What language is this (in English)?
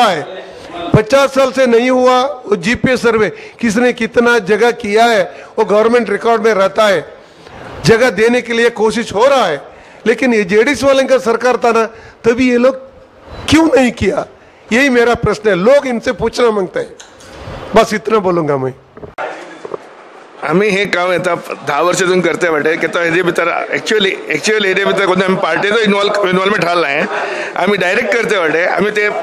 Kannada